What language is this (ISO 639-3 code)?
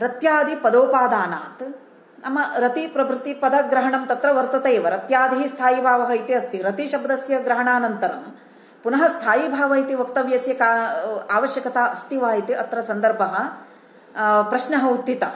san